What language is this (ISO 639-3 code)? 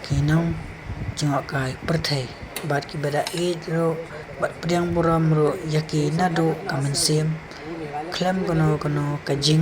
kha